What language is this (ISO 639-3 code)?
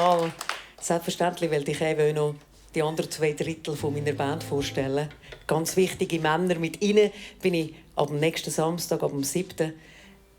gsw